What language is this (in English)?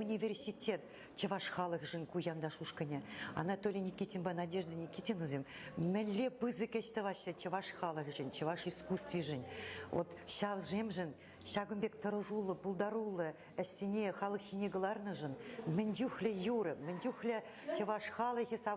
Chuvash